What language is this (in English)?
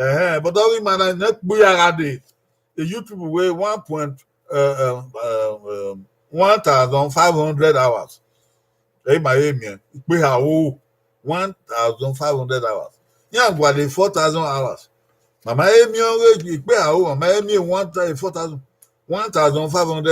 Bini